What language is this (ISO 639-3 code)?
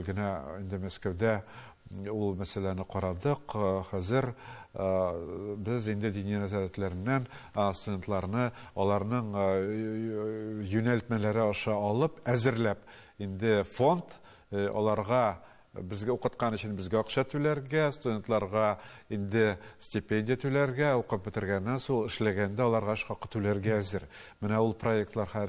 tat